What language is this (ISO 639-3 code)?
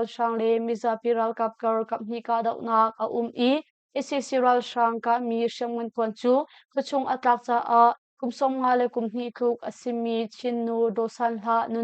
cnh